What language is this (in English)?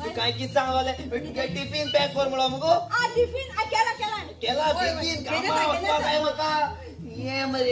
Konkani